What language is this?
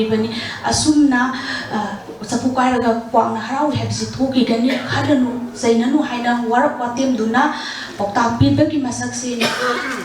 Manipuri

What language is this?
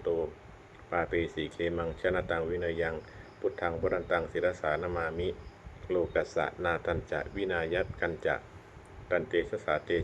Pali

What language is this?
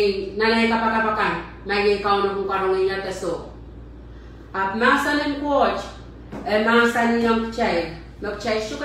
Pohnpeian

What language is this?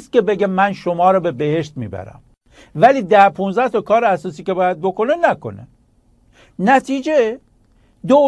Persian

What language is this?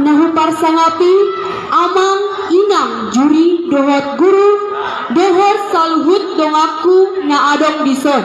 Batak Toba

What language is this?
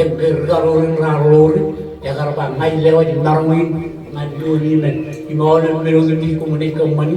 Marshallese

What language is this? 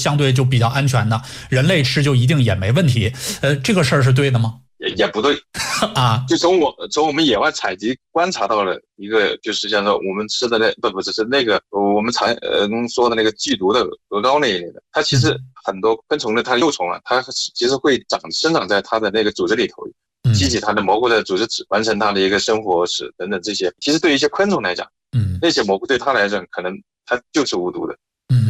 Chinese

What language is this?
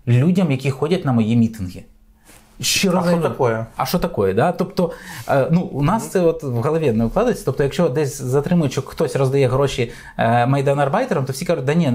Ukrainian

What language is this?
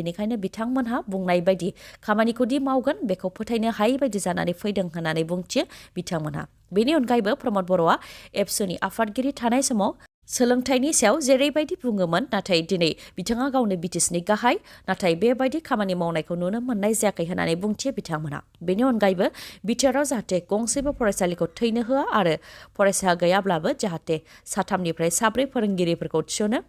Bodo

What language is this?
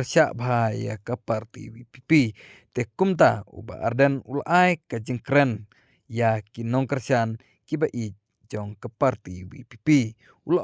Khasi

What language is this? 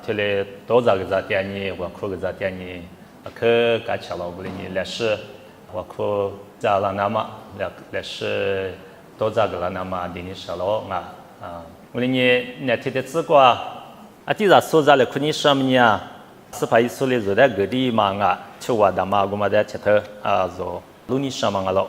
Lisu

